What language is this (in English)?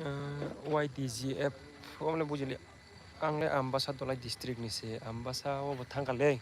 Kok Borok